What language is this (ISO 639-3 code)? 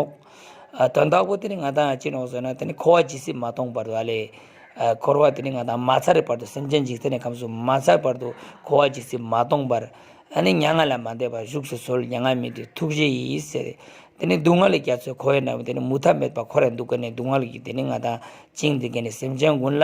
lbj